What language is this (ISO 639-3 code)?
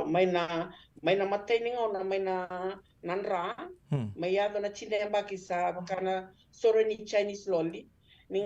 fij